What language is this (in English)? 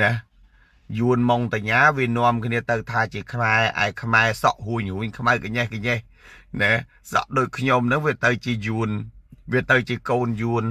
Khmer